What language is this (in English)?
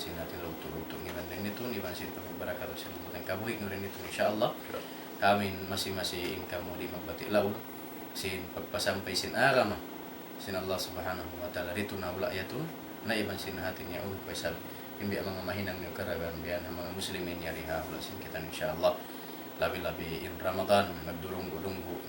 Tausug